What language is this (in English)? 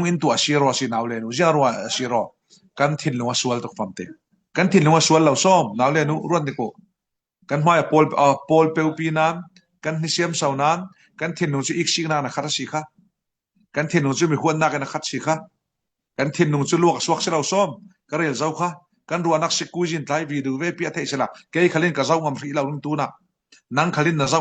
Falam Chin